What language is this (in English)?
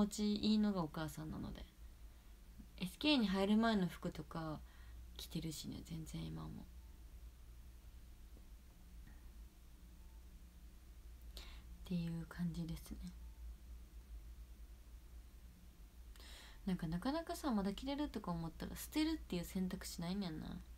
Japanese